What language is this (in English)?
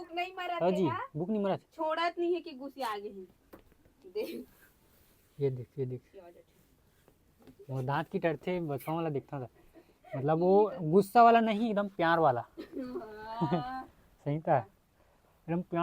Chhattisgarhi